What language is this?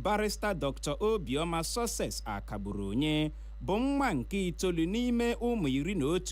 Igbo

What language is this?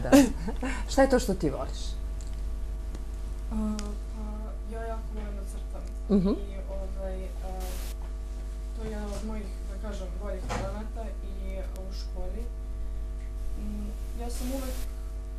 Serbian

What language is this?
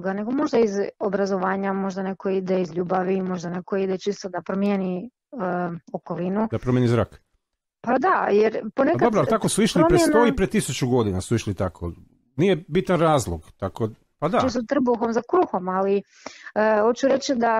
Croatian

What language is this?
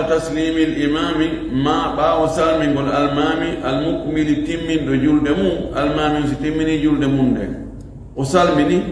Fula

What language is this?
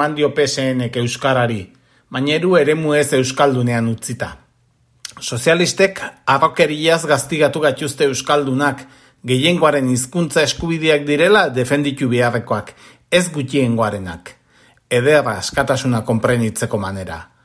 Basque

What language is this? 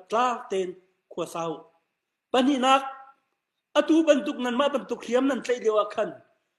Hakha Chin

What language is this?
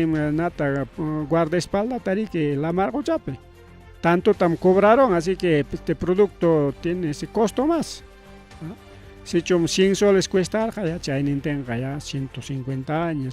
Ayacucho Quechua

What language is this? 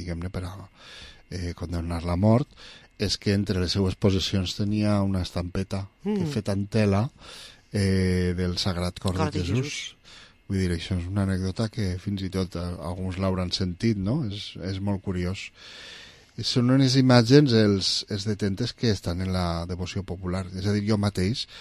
Catalan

